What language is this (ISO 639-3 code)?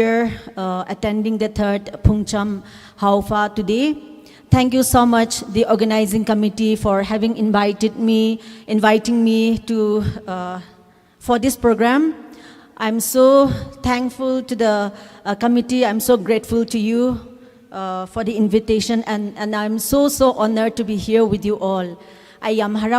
nmf